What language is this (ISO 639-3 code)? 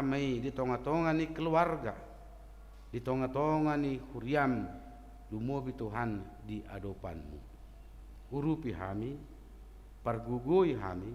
bbc